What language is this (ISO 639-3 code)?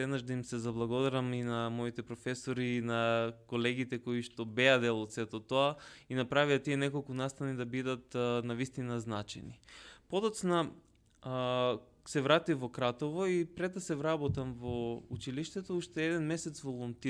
mkd